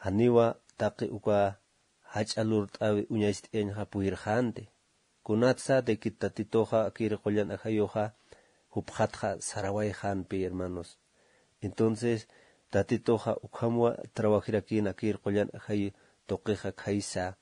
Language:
Aymara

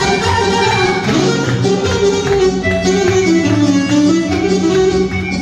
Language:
Serbian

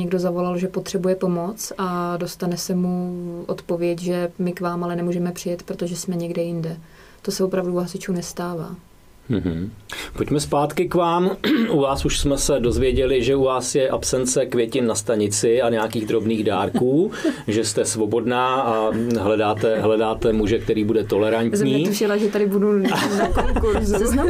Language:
Czech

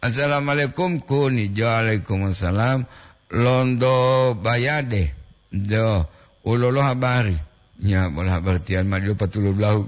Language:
Gorontalo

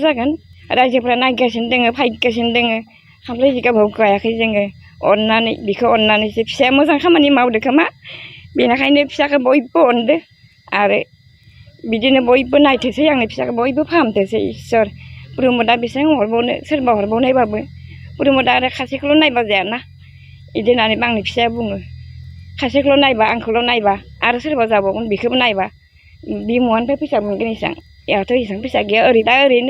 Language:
Bodo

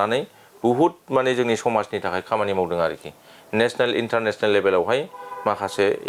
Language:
Bodo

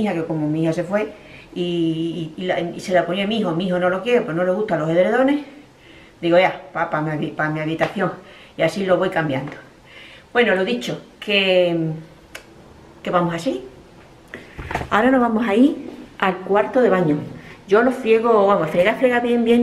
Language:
Spanish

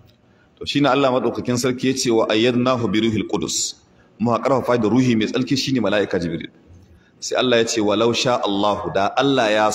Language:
Hausa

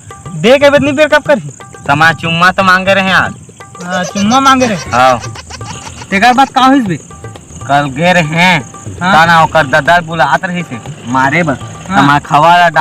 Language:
Chhattisgarhi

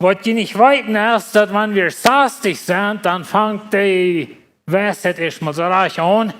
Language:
Plautdietsch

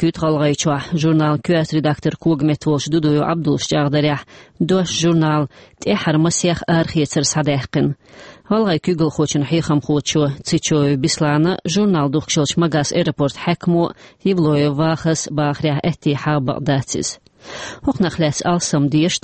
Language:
Chechen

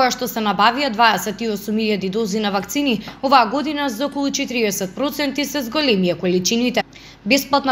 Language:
Macedonian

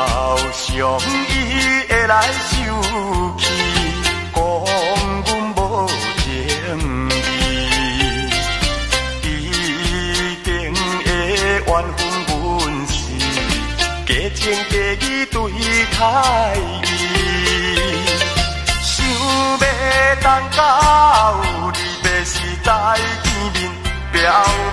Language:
Min Nan Chinese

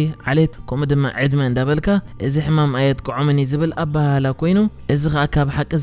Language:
Tigrinya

